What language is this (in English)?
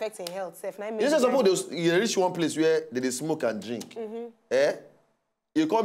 Nigerian Pidgin